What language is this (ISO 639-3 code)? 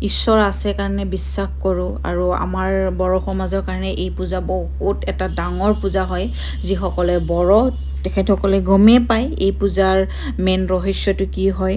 asm